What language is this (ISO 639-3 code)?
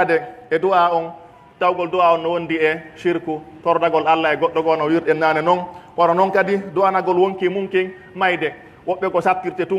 fuf